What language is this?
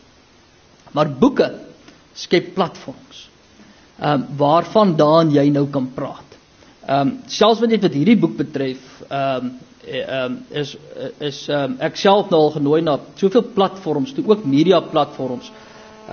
Afrikaans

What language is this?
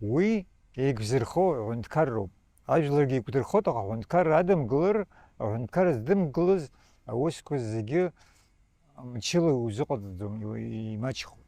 Abkhazian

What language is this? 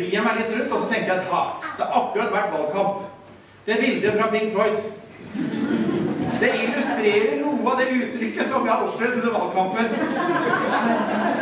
Norwegian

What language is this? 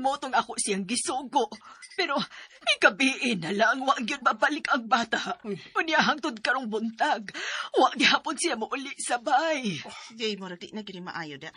Cebuano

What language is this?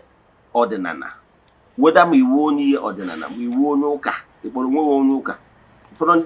Igbo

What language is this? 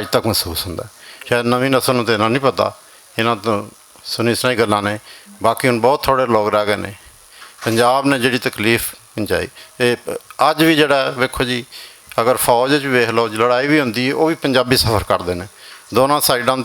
Western Panjabi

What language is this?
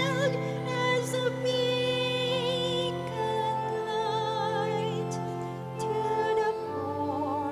Pampanga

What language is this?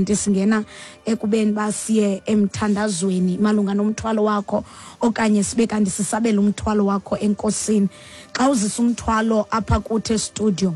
Xhosa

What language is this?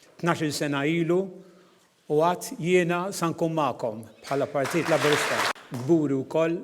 Maltese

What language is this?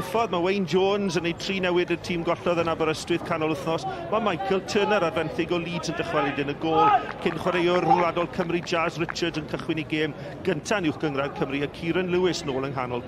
Welsh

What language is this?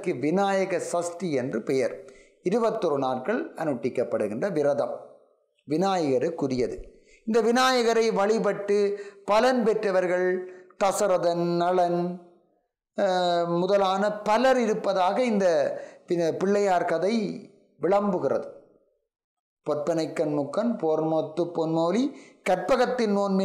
Tamil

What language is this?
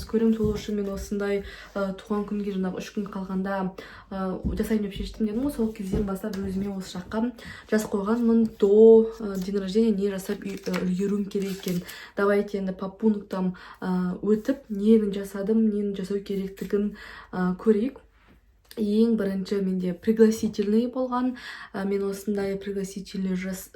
Kazakh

